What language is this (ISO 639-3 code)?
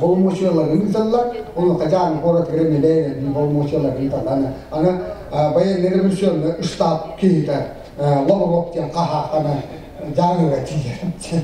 sah